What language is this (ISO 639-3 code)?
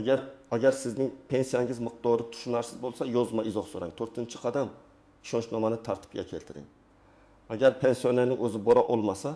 uzb